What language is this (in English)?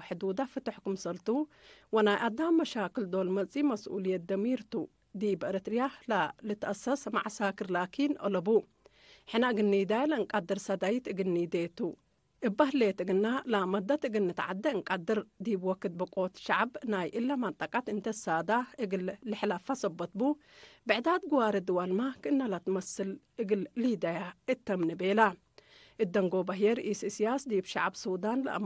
Tigre